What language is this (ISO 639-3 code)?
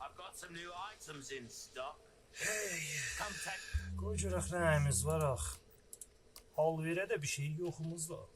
azb